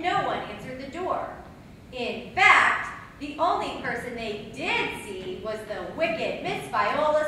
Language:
English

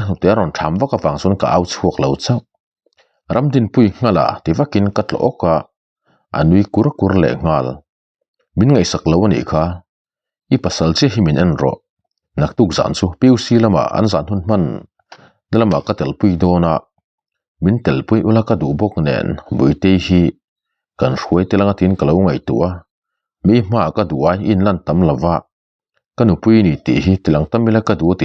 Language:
Mizo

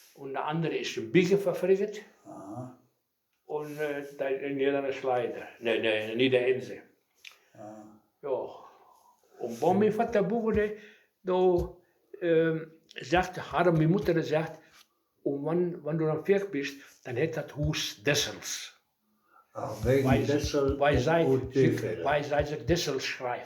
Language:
Westphalien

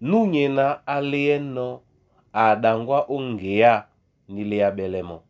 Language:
Duala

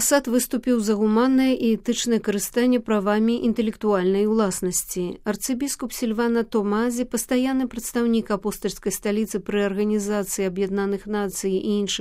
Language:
Belarusian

